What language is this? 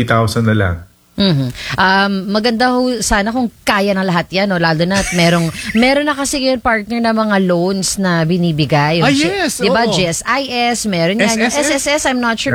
Filipino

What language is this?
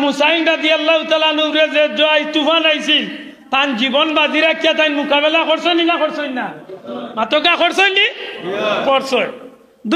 Sylheti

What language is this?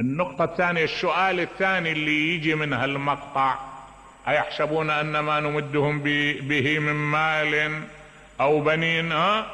Mesopotamian Arabic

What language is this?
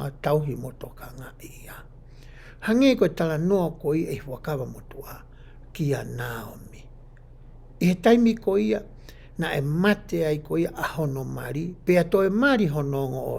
Tongan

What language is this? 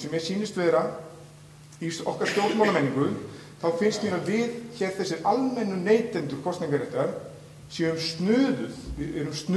Icelandic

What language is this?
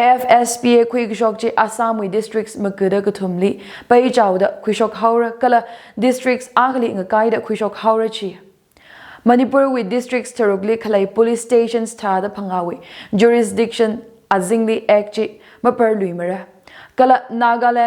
Tangkhul Naga (India)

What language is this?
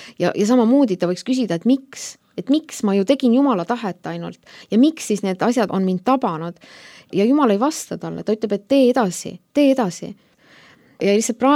Estonian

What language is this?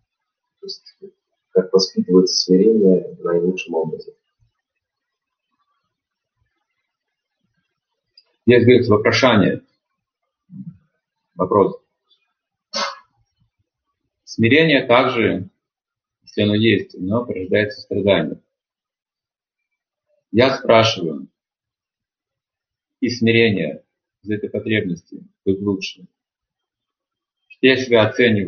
Russian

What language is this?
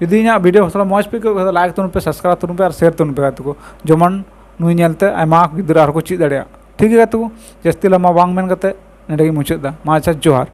Santali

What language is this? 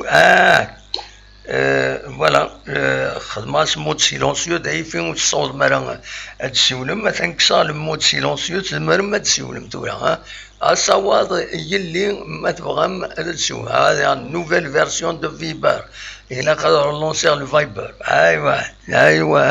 Kabyle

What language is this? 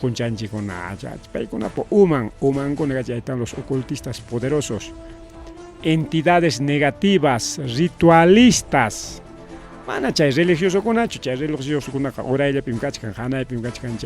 Ayacucho Quechua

